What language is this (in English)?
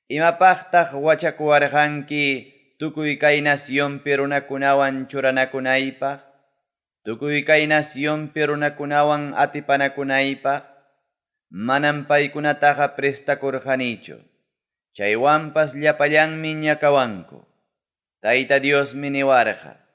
Ayacucho Quechua